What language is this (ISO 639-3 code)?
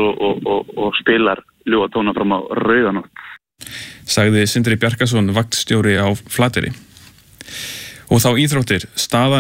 isl